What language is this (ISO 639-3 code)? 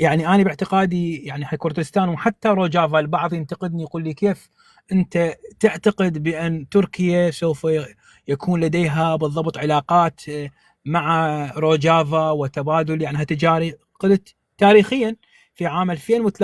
apc